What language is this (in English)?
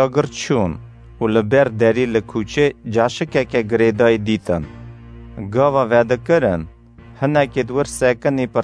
Kurdish